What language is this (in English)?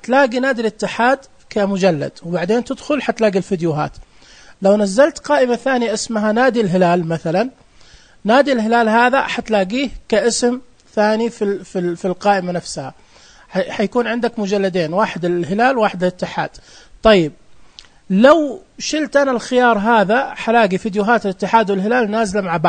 Najdi Arabic